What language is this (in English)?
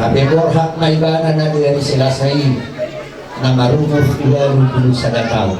Batak Toba